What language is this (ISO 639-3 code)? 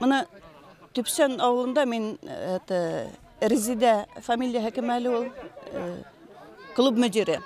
bak